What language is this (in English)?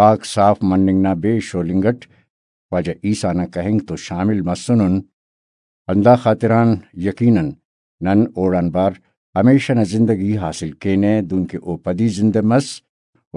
Brahui